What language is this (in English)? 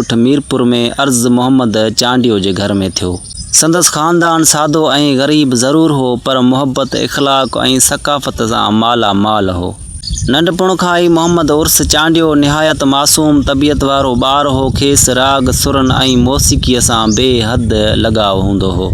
Sindhi